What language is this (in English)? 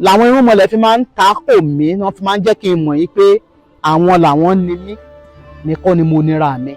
Yoruba